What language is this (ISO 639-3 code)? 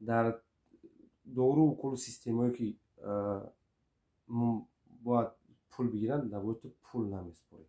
tgk